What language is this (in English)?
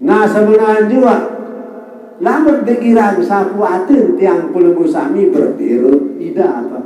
Sasak